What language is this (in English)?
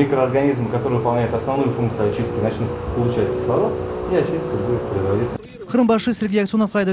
Crimean Tatar